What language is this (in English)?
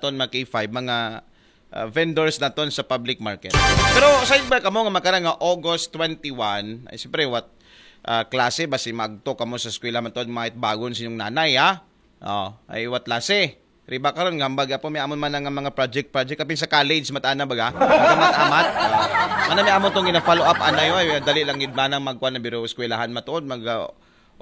Aklanon